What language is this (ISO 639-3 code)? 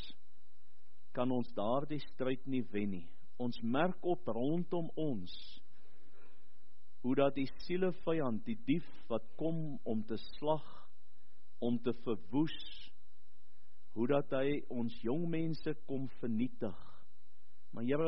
afr